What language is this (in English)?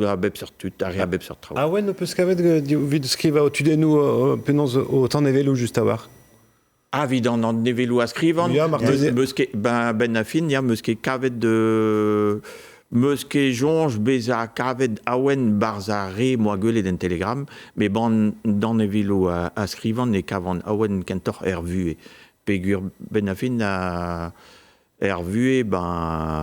Breton